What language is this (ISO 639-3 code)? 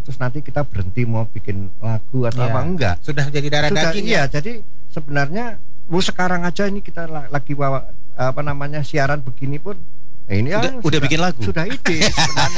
ind